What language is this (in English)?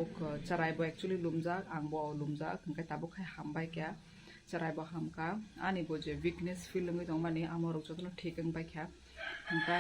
Kok Borok